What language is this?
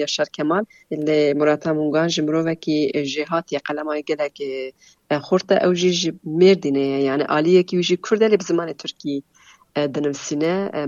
Kurdish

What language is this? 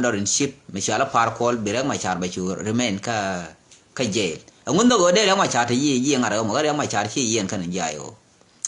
Nuer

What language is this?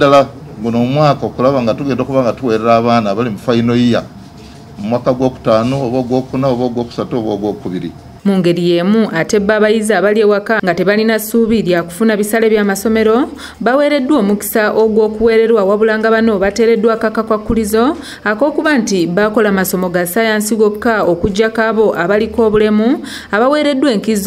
Ganda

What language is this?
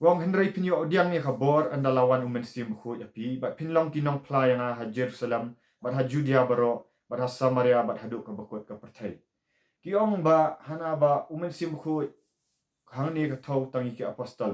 Khasi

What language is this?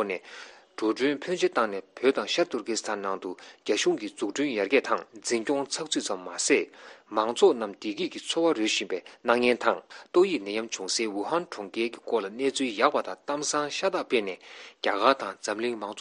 Tibetan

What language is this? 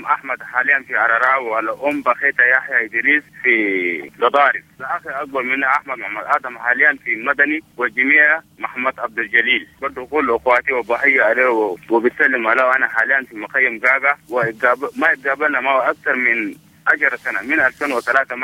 Sudanese Arabic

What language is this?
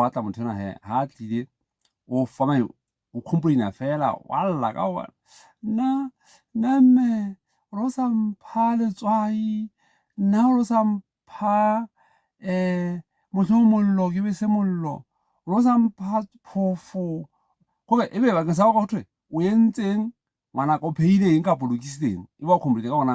Southern Sotho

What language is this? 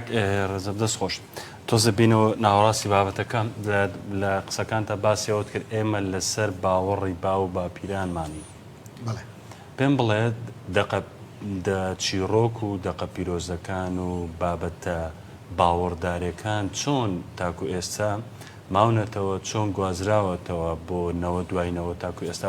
Central Kurdish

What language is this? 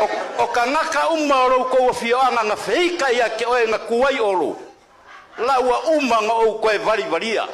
Samoan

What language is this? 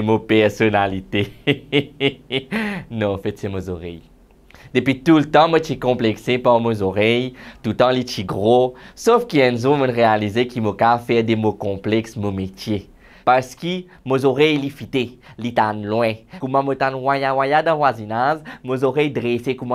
Morisyen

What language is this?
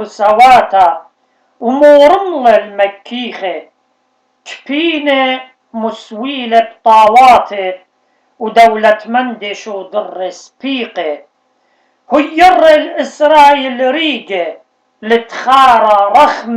Assyrian Neo-Aramaic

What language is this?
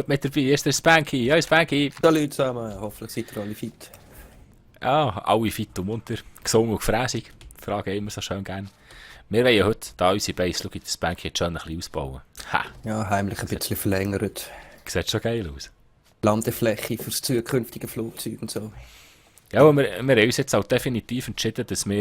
Swiss German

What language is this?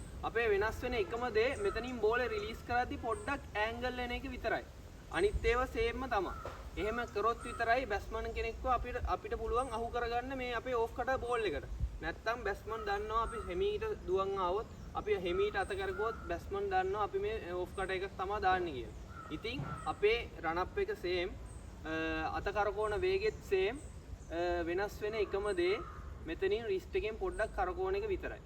Sinhala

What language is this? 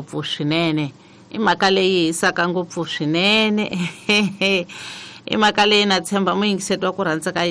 Tsonga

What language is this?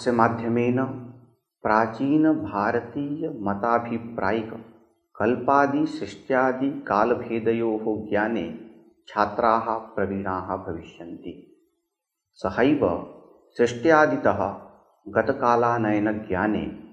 Sanskrit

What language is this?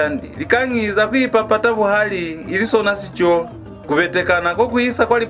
Lozi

